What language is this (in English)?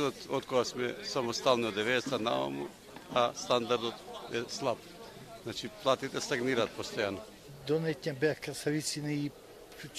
Macedonian